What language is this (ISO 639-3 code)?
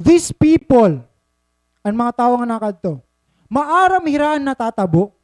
war